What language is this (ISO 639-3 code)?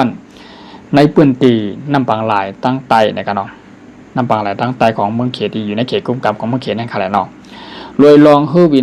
shn